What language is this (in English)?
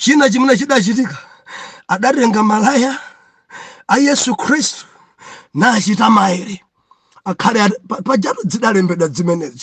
Nyanja